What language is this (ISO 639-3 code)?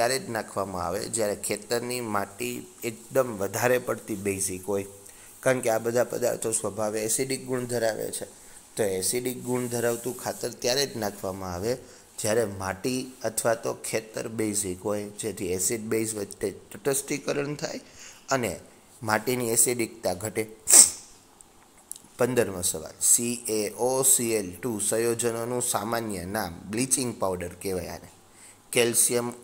guj